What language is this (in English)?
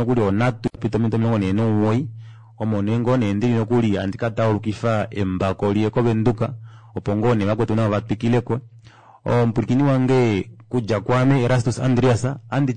Kuanyama